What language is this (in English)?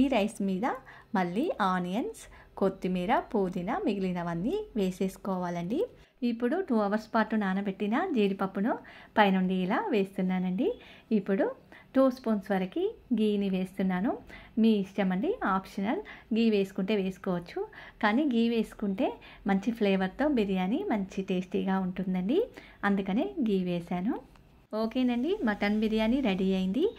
Telugu